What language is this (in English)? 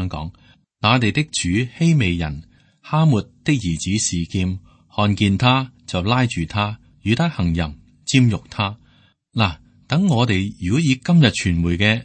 Cantonese